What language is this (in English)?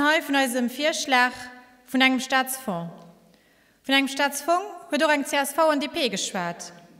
Luxembourgish